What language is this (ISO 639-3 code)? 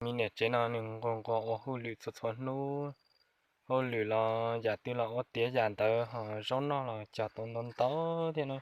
hmn